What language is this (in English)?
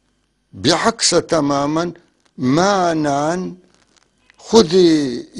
North Levantine Arabic